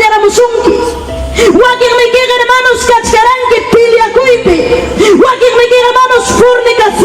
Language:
Ayacucho Quechua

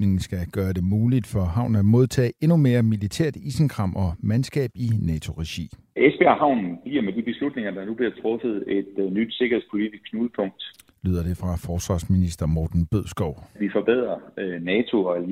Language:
Danish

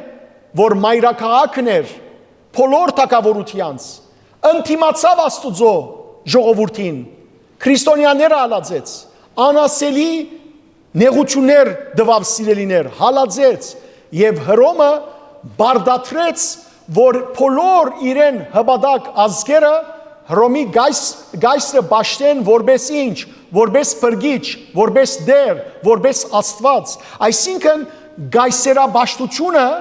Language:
Western Armenian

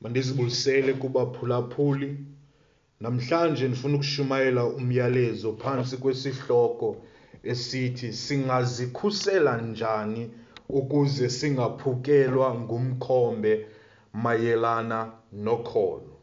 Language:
Xhosa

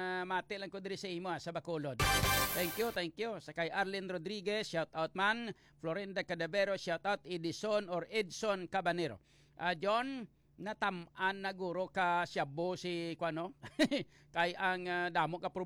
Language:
Hiligaynon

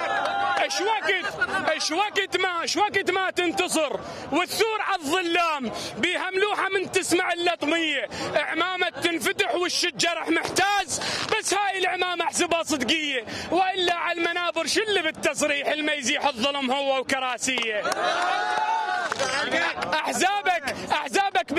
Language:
Mesopotamian Arabic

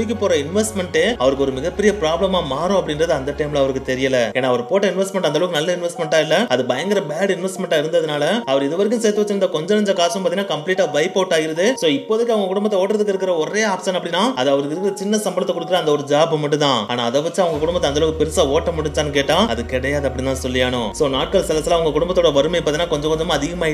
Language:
Tamil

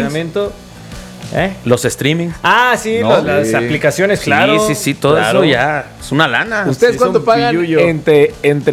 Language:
Spanish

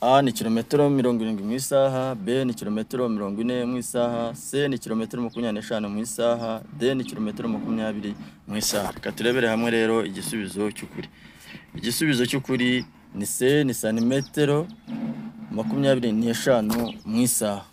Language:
Kinyarwanda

